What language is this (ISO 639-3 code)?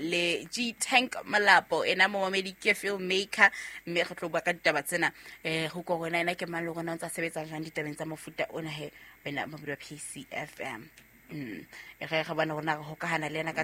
sot